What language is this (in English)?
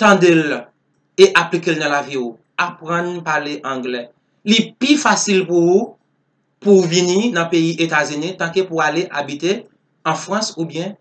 Haitian Creole